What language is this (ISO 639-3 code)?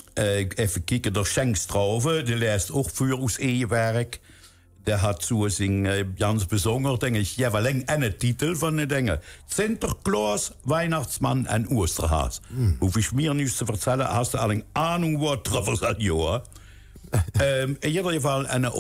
lim